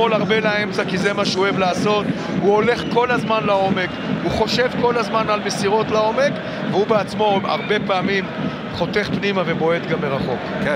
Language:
Hebrew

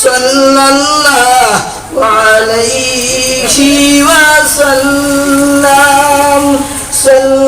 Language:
Sylheti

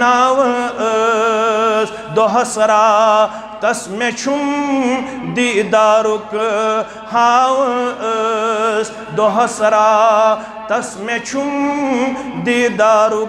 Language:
Kashmiri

